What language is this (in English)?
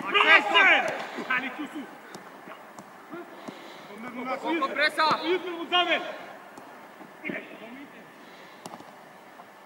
Swedish